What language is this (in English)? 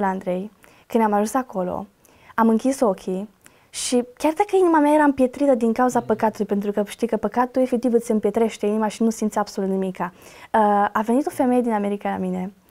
Romanian